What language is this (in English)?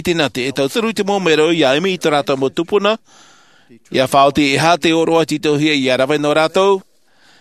Tahitian